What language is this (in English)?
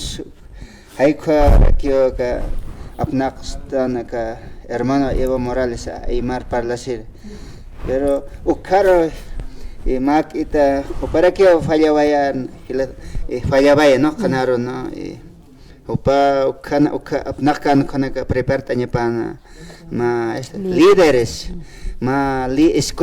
Aymara